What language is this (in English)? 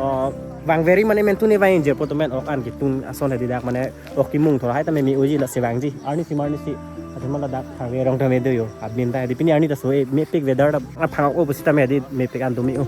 Karbi